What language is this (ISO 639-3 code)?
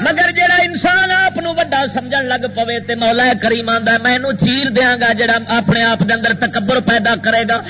lah